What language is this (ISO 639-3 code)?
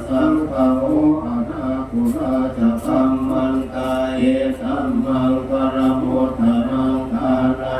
pli